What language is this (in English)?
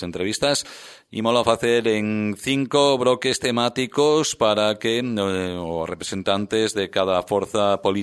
Galician